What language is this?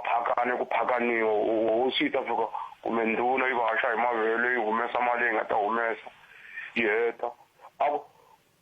Tsonga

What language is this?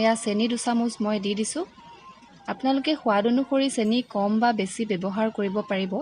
Assamese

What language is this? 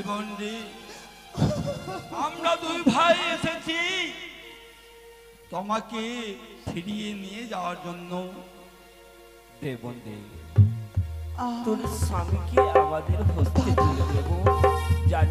Bangla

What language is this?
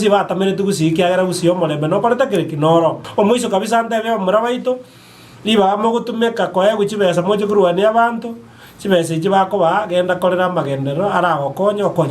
Gusii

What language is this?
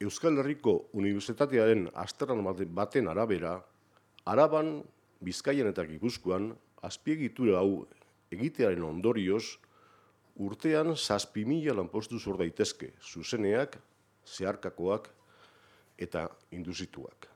Basque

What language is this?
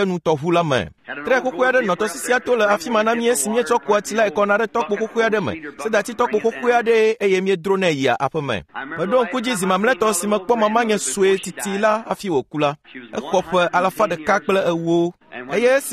Ewe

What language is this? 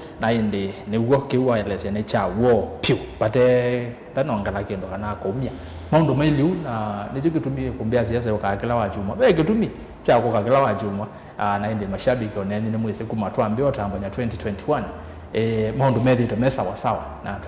Kamba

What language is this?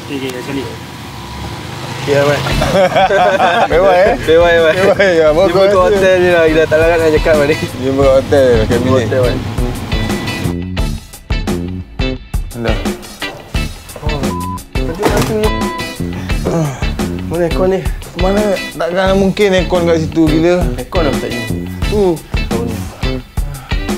Malay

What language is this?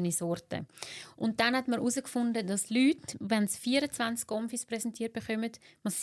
Swiss German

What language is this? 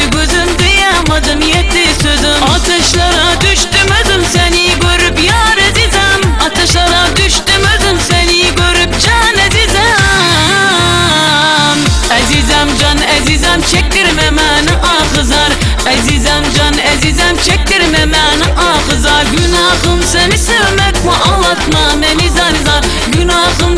Turkmen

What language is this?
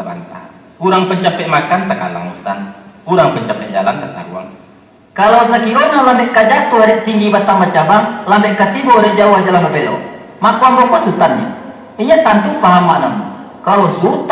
Minangkabau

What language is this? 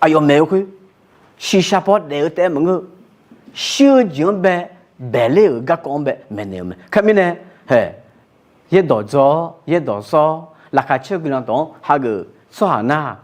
Akha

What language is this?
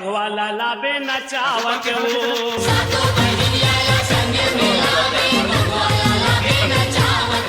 Chhattisgarhi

